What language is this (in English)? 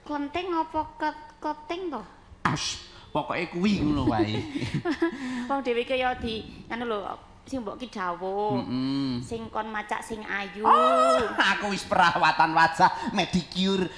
Javanese